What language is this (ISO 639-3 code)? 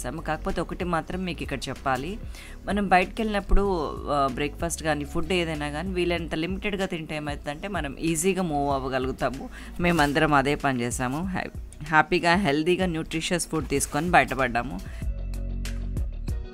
tel